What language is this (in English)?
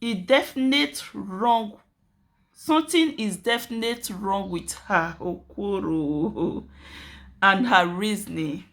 Nigerian Pidgin